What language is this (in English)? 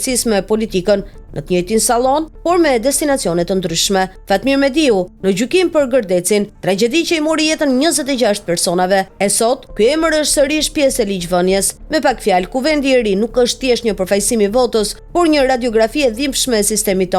Albanian